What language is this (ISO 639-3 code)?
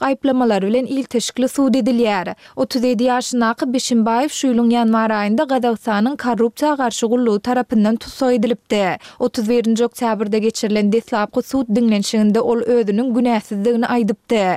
tuk